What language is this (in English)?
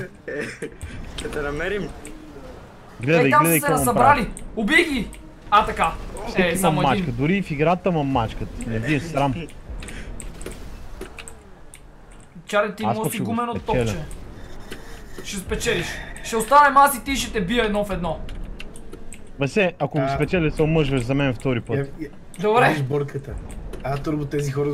Bulgarian